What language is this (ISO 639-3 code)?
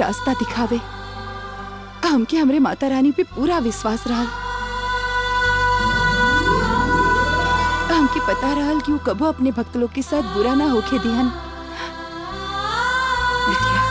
bho